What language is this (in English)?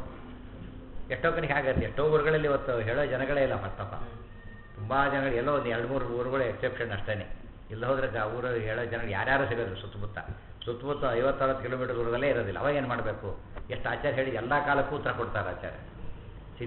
Kannada